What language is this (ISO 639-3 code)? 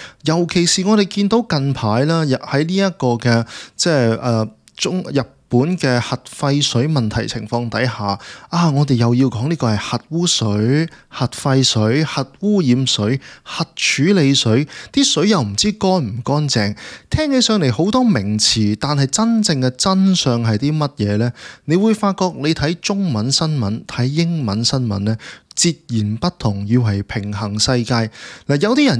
yue